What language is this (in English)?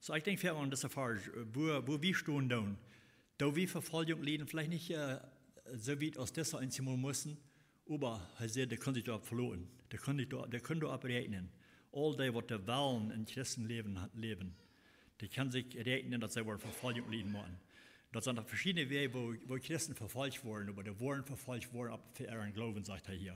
Plautdietsch